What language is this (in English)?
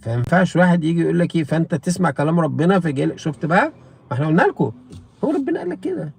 Egyptian Arabic